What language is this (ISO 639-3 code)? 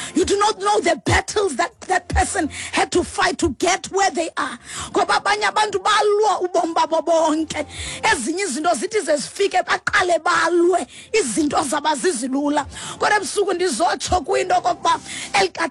xho